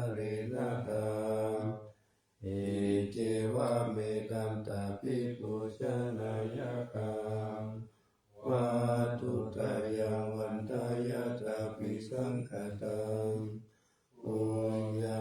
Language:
Pali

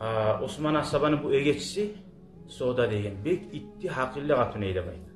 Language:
Kumyk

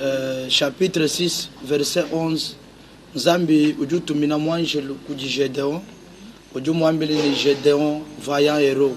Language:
Luba-Lulua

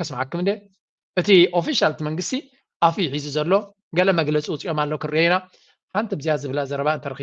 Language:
Tigrinya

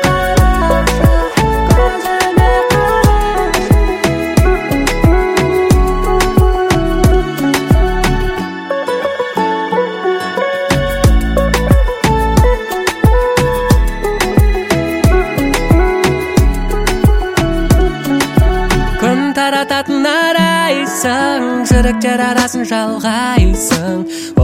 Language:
Kazakh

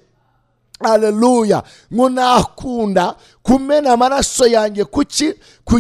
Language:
Kinyarwanda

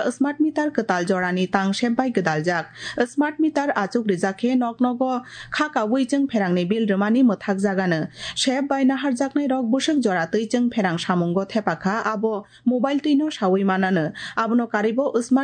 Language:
Kok Borok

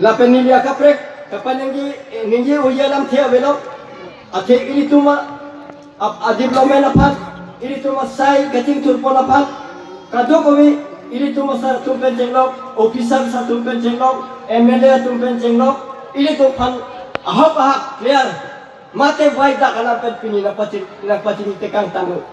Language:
Karbi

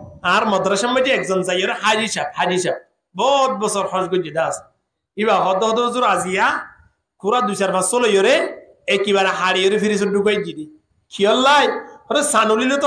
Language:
Rohingya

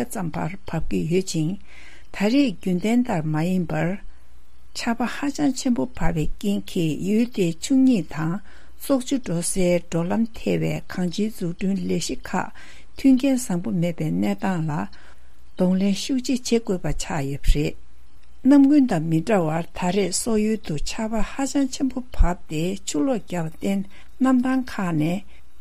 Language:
Tibetan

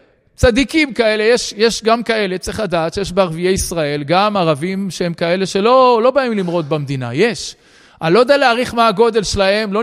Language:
Hebrew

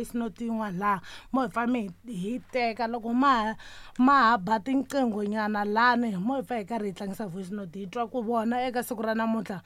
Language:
Tsonga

